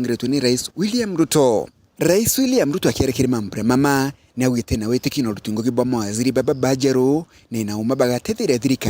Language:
Meru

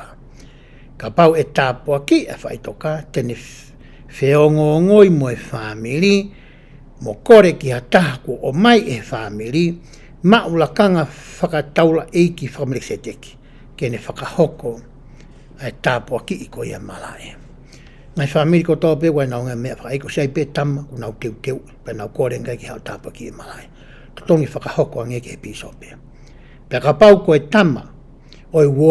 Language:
Tongan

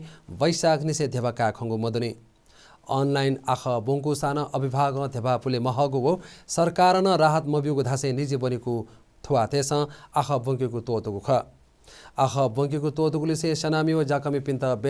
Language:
Newari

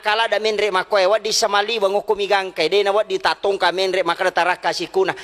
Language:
Buginese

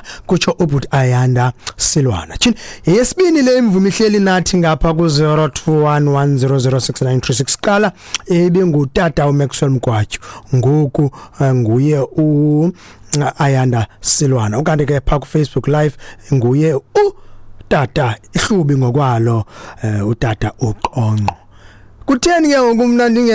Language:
Xhosa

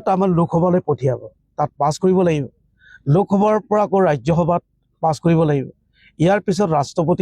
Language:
Assamese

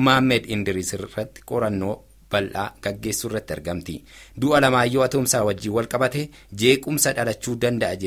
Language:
Oromo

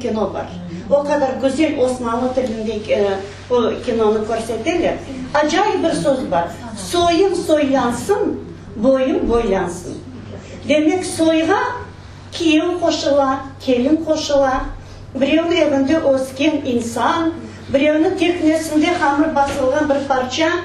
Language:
Crimean Tatar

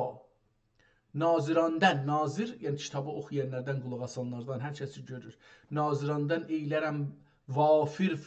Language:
South Azerbaijani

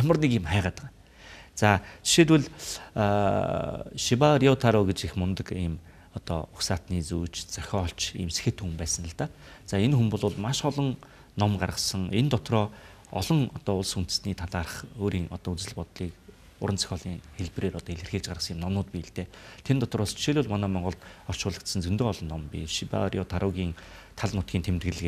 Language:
Mongolian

